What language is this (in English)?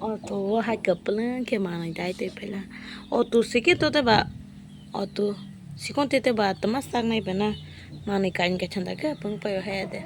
Kok Borok